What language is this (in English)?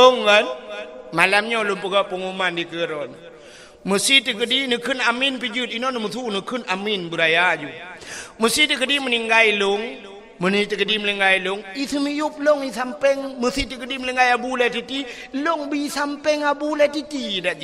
Achinese